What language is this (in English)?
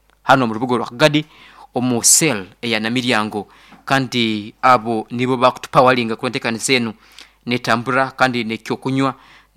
Nyankole